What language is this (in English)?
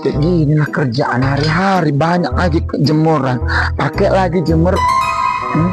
Minangkabau